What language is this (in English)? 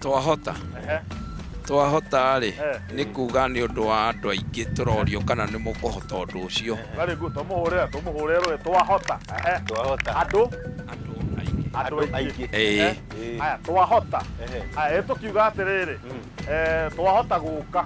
Kikuyu